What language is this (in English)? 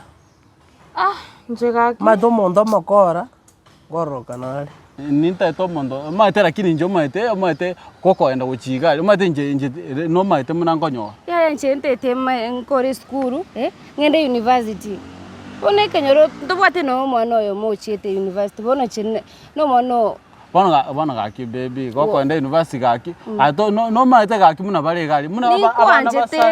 Gusii